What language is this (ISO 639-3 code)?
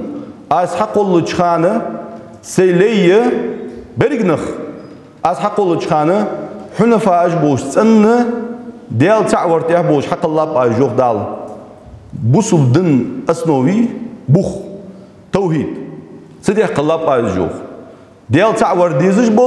inh